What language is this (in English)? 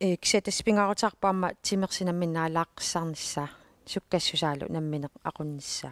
Kalaallisut